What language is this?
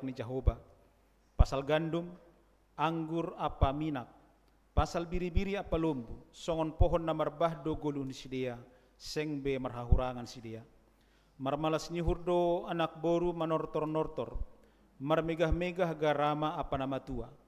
Batak Simalungun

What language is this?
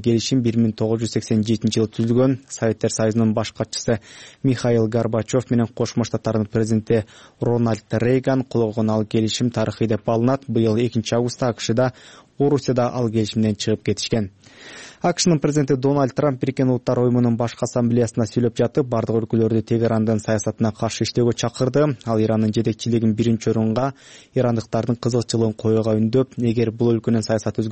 Kyrgyz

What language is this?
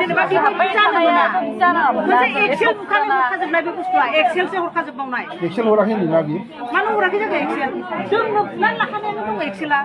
Bodo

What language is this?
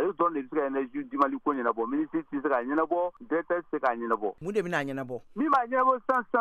Bambara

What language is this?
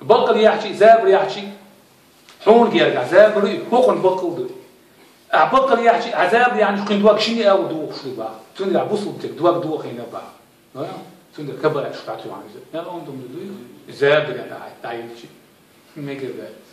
Chechen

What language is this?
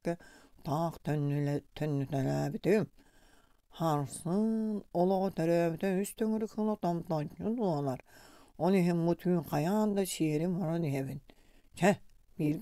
Yakut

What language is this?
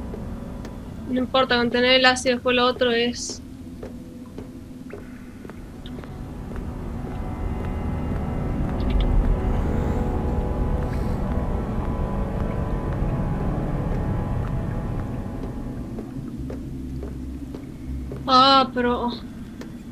Spanish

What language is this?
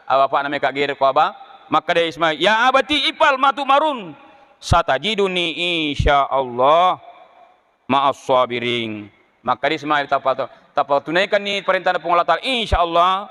Buginese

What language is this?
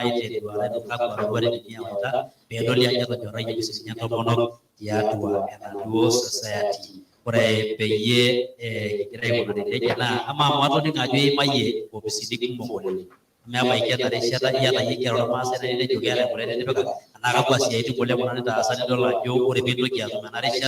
Masai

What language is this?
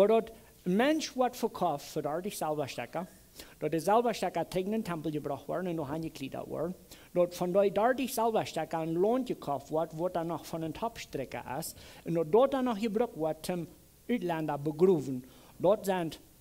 Plautdietsch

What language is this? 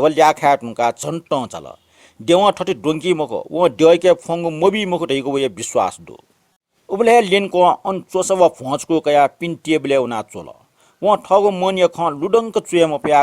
Newari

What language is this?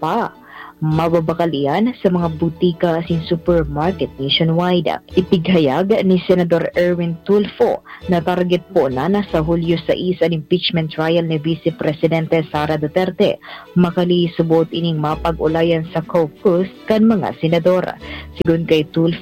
Bikol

